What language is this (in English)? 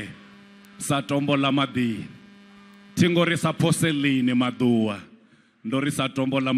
Venda